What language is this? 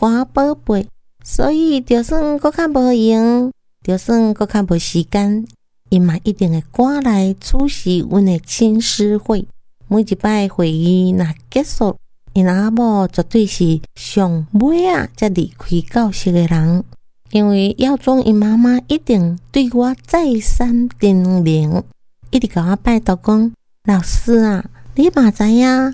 Min Nan Chinese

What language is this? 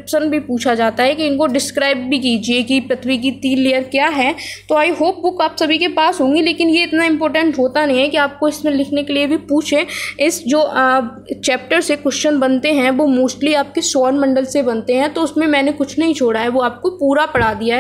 Hindi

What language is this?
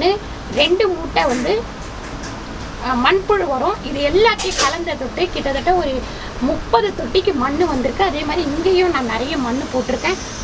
Tamil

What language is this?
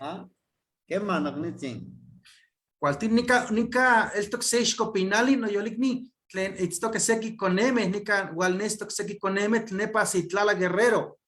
Eastern Huasteca Nahuatl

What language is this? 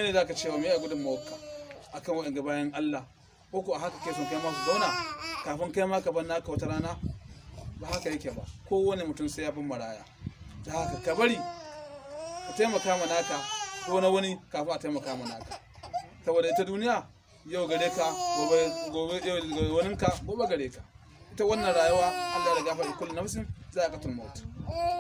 Hausa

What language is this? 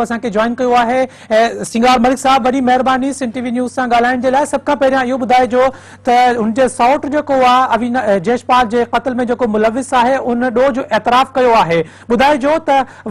Sindhi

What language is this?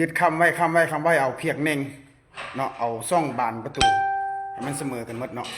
Lao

